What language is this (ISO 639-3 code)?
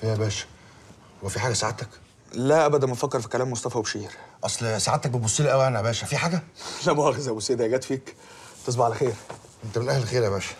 arz